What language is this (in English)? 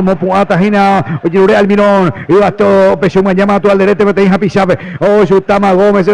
Guarani